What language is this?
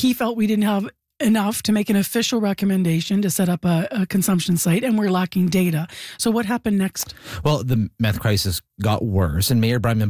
English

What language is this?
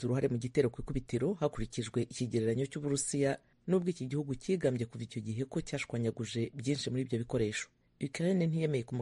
Kinyarwanda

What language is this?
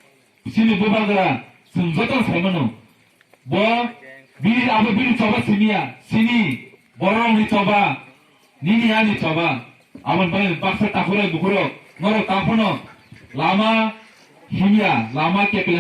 Kok Borok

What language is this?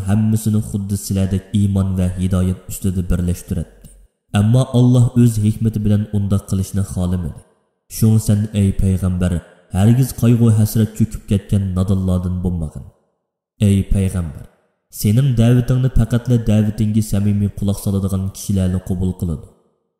Uyghur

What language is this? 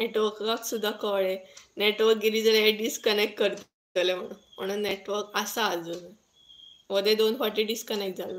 Konkani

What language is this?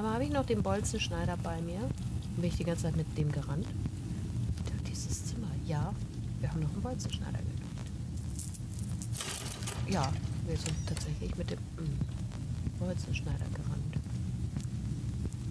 German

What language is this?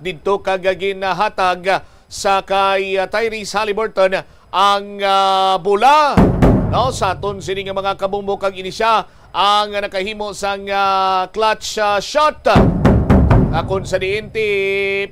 Hiligaynon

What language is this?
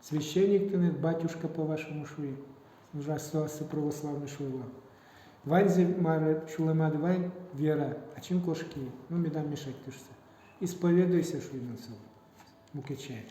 Udmurt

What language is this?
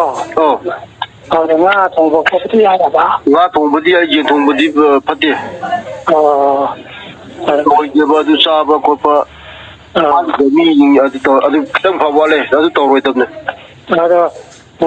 Manipuri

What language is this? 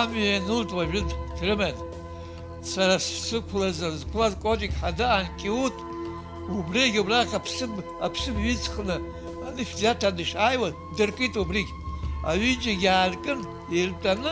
Abkhazian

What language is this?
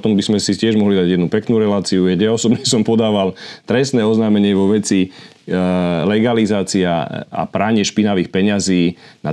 Slovak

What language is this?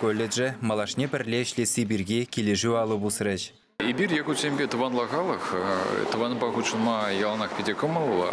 Chuvash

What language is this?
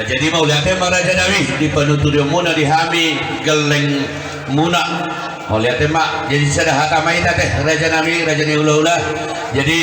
Batak Toba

